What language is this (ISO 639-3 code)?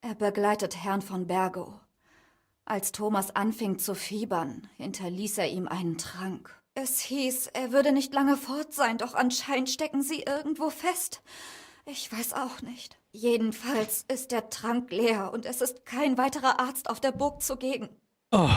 bar